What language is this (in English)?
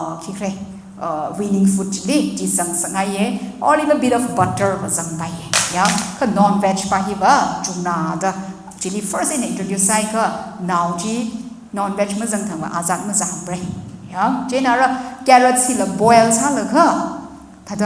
Tangkhul Naga (India)